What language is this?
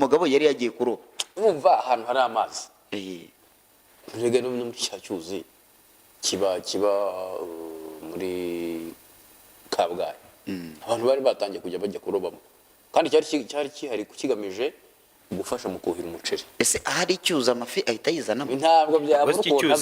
Kinyarwanda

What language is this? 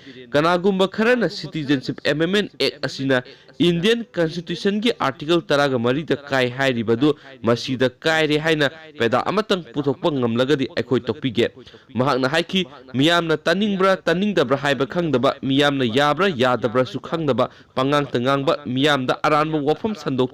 Manipuri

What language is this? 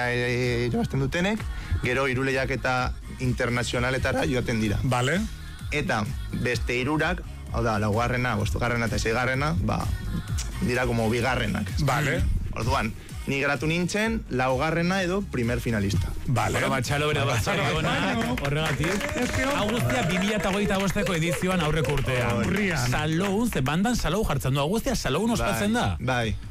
Basque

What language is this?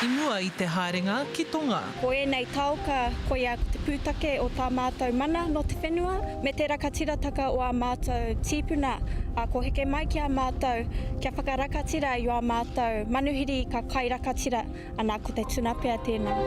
Māori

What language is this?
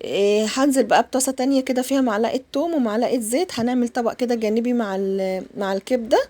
Egyptian Arabic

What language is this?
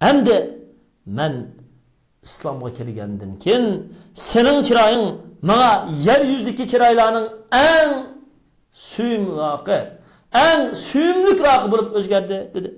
Uyghur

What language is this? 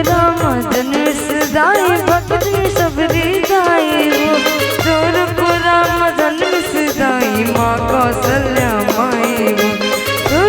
Chhattisgarhi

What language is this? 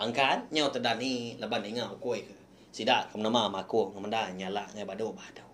Iban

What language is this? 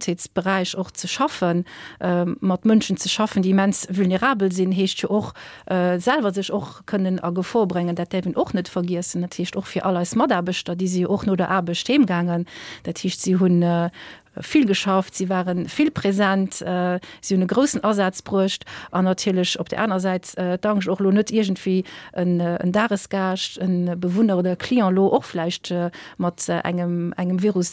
Luxembourgish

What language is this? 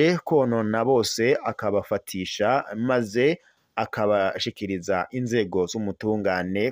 Rundi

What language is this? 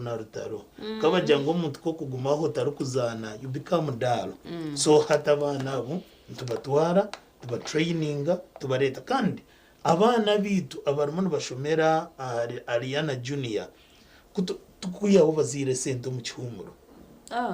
Nyankole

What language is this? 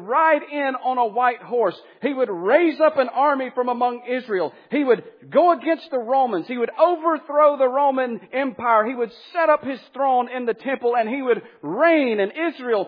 English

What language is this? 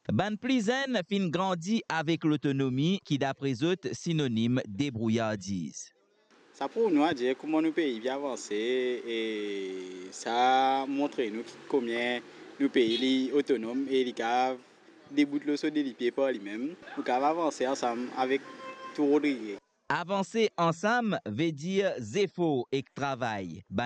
Morisyen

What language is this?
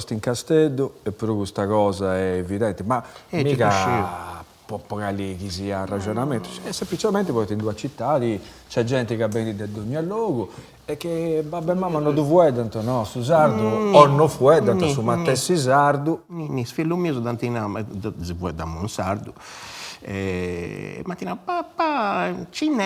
Sardinian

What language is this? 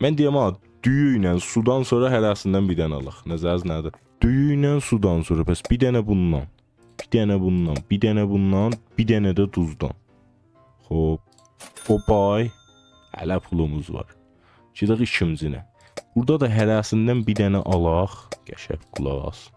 South Azerbaijani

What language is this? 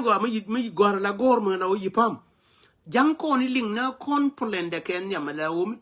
Nuer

